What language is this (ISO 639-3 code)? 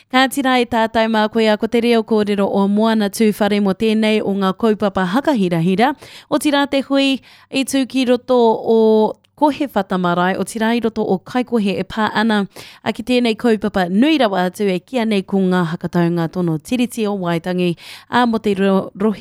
mri